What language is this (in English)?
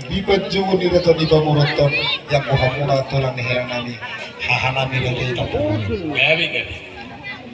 Batak Toba